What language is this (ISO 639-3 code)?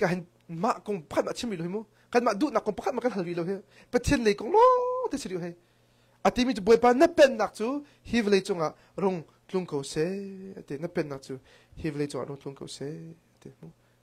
cnh